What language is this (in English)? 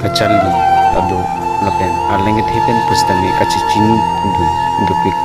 Karbi